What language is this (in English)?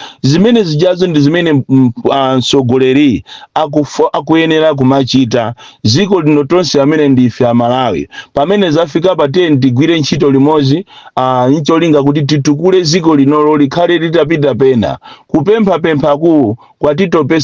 Nyanja